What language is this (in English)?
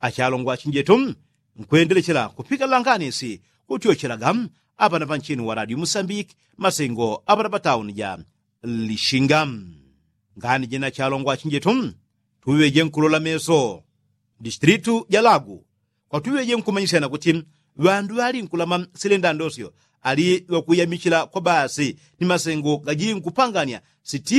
Yao